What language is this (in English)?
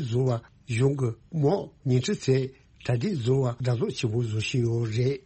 Tibetan